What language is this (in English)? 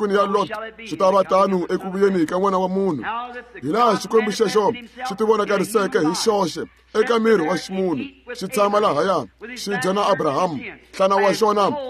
Tsonga